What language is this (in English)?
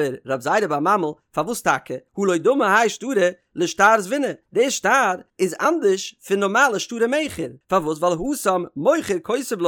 Yiddish